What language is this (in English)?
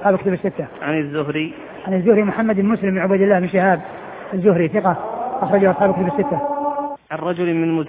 Arabic